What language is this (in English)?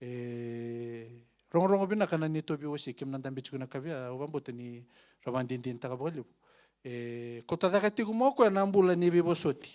Fijian